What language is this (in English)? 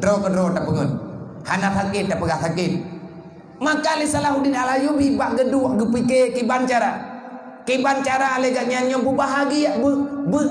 Achinese